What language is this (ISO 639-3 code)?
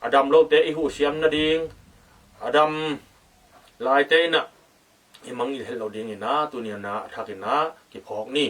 ctd